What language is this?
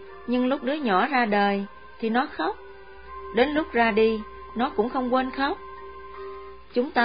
Vietnamese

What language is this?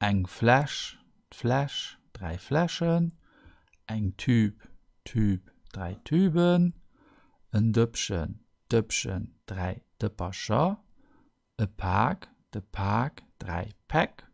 Luxembourgish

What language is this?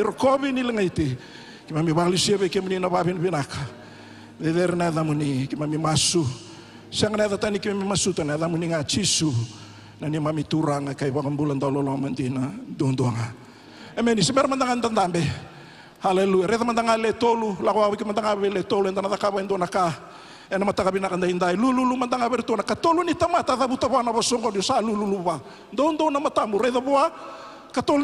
Fijian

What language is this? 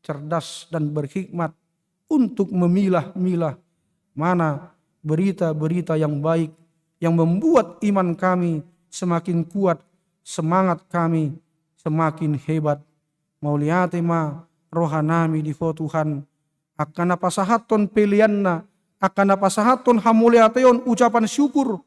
Batak Toba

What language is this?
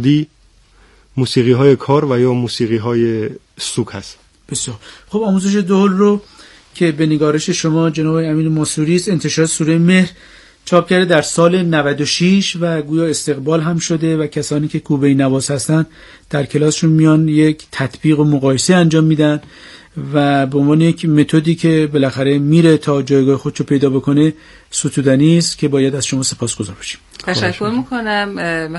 Persian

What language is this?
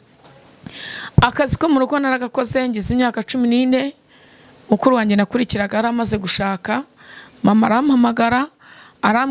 Kinyarwanda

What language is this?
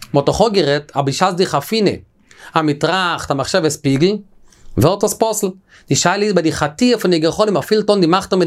Yiddish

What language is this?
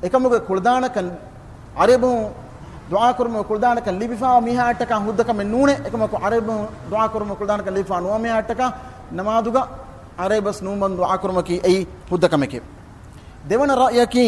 Divehi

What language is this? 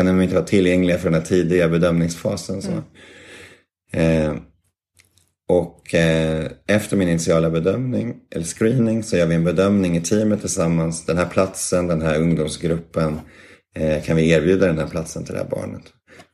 Swedish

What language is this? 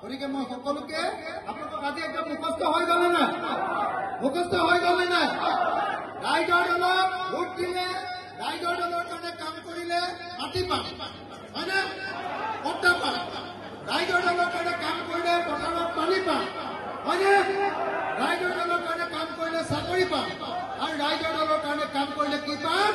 Assamese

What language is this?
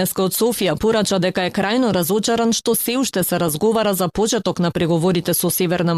Macedonian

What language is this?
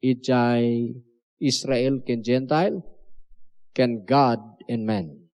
Iloko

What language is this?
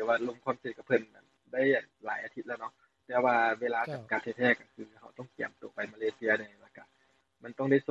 Lao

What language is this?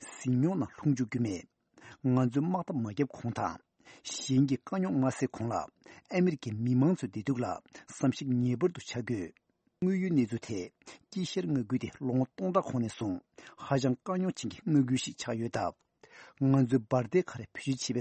Tibetan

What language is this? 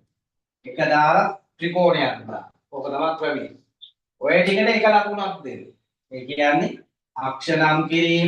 Sinhala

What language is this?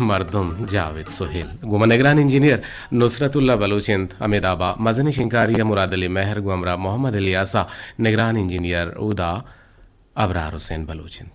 Eastern Balochi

